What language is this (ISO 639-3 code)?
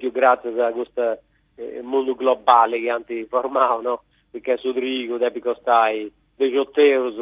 srd